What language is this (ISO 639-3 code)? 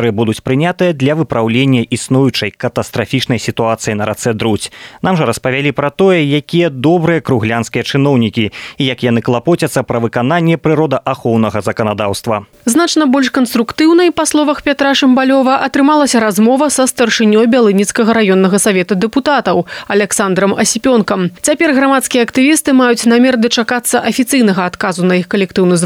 bel